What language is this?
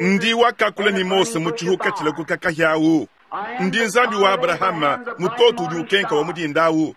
Luba-Lulua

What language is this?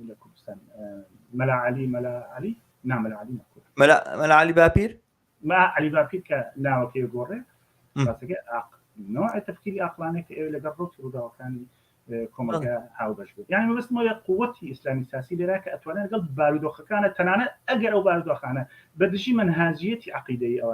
Central Kurdish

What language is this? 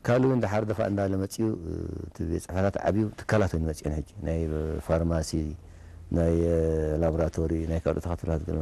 Tigrinya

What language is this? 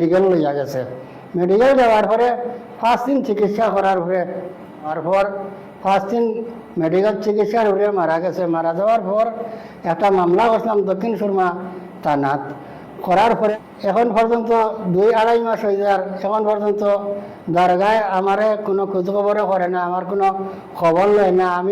Sylheti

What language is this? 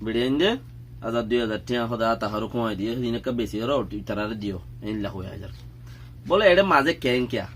Rohingya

